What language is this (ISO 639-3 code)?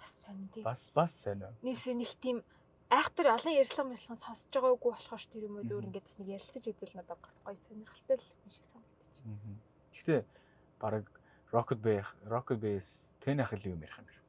mon